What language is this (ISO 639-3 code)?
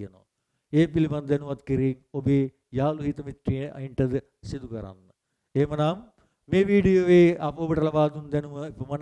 sin